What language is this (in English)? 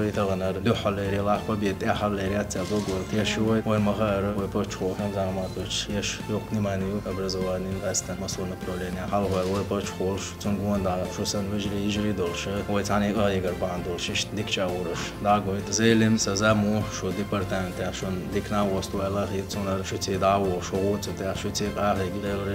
Chechen